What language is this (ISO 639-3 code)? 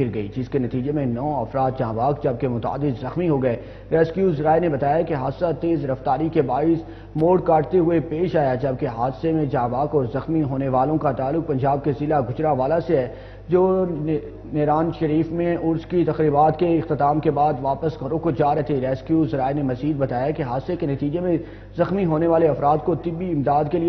urd